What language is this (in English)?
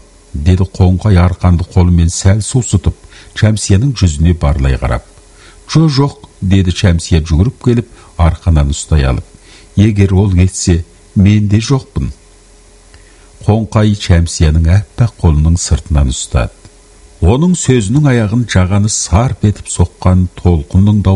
Kazakh